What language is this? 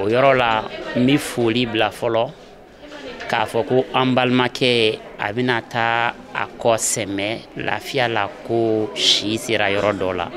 Bambara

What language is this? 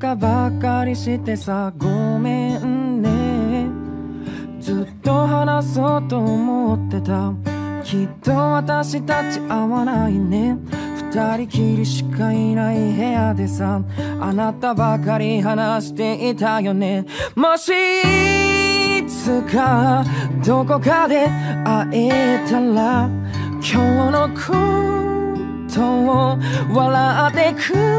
Japanese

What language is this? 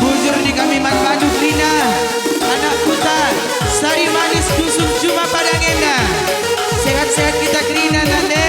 Batak Karo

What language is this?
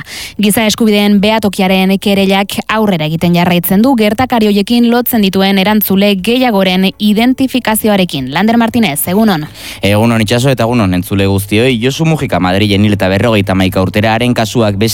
Basque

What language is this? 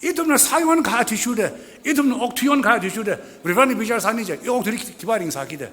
Tangkhul Naga (India)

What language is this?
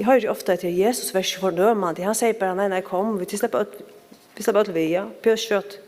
Faroese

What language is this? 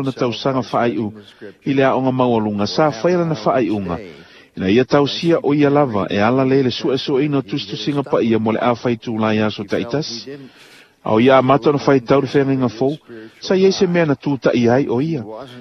Samoan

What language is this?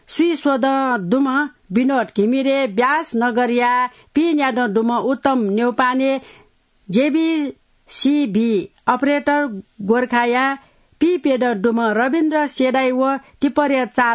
Newari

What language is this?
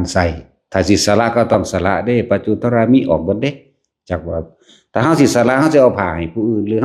Lao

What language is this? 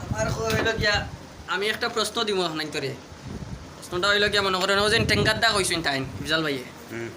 Sylheti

